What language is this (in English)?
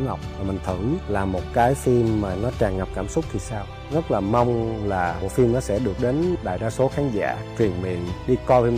Vietnamese